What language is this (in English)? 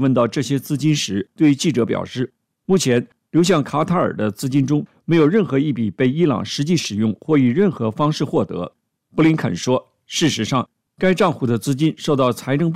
Chinese